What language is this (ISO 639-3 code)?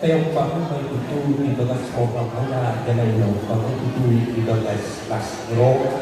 bbc